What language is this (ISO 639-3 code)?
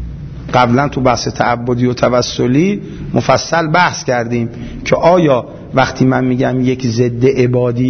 fas